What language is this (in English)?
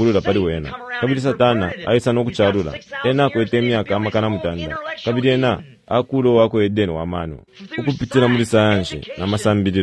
Bemba